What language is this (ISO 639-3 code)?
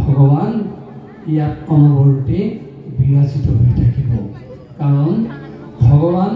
asm